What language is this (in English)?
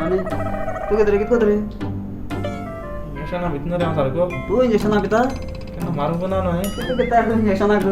Konkani